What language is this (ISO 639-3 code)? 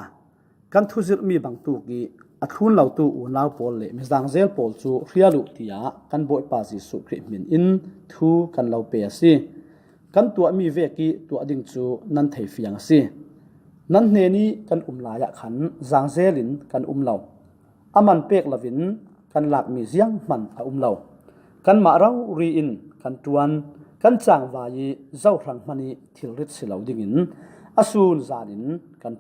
cfm